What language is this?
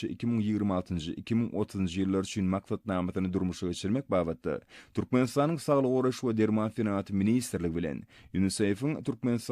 Turkmen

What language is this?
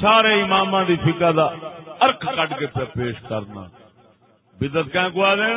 Saraiki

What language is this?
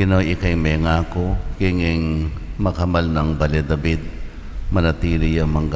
Pampanga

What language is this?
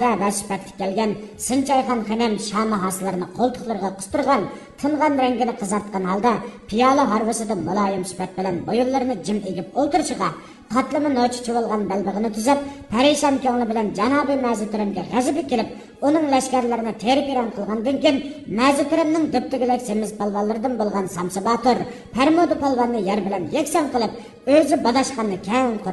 Uyghur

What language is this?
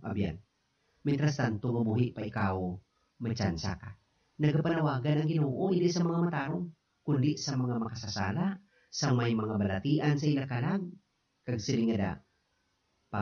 Hiligaynon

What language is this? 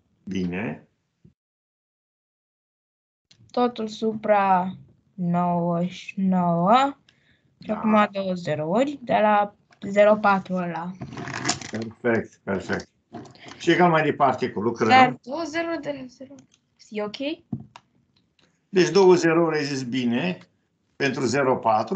Romanian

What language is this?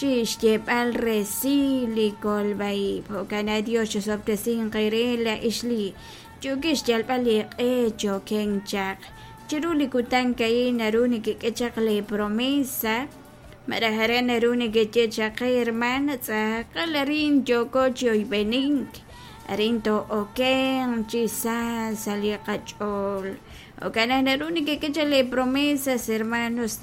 Kekchí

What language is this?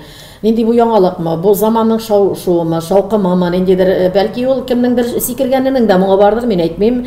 Tatar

